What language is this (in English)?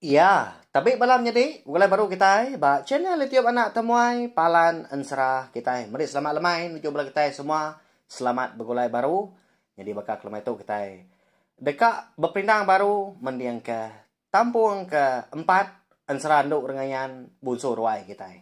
Iban